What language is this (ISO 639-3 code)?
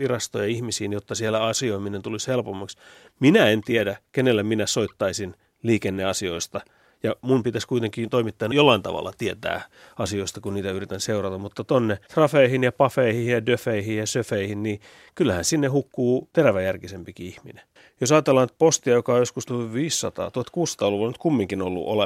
fin